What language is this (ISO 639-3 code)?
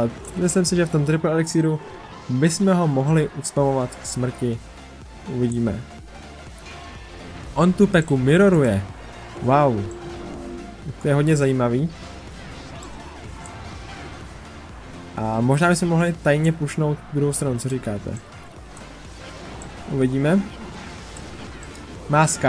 ces